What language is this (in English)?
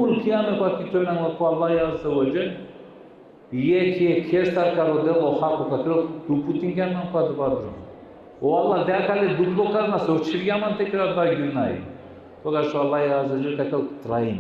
Balkan Romani